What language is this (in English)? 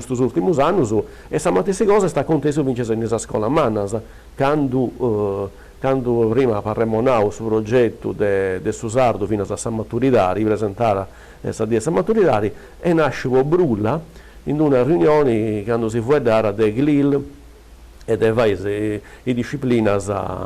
Sardinian